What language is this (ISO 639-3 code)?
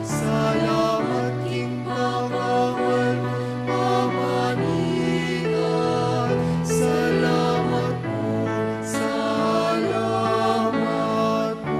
pam